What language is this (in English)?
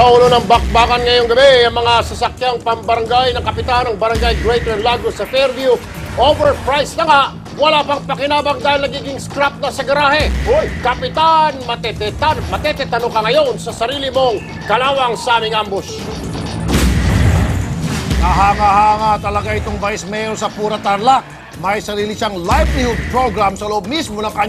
Filipino